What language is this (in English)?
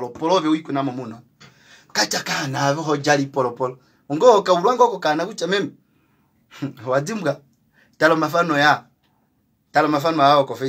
Kuanyama